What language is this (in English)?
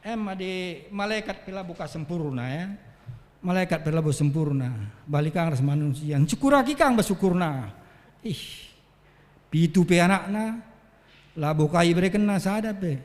Batak Karo